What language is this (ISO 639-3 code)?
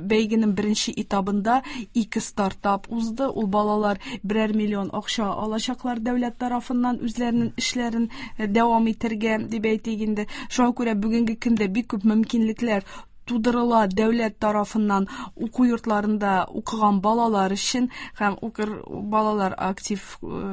tat